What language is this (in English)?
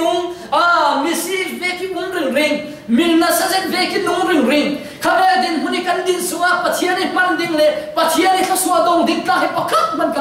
Falam Chin